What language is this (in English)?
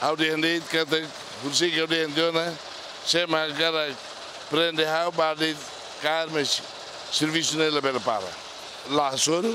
Tetum